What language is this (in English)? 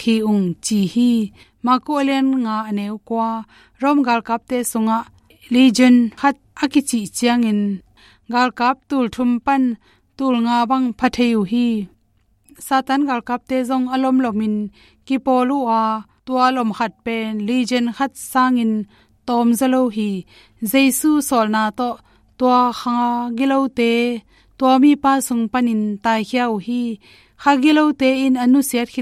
Tedim Chin